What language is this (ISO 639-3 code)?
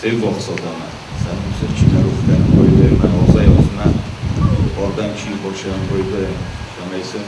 oss